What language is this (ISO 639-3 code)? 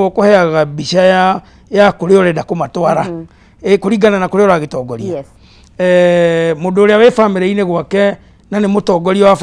kik